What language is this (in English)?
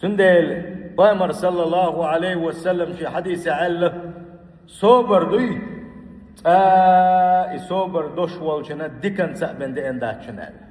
Chechen